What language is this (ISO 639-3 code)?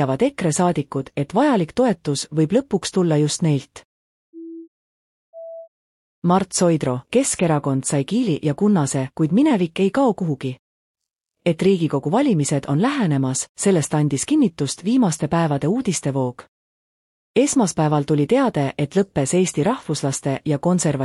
est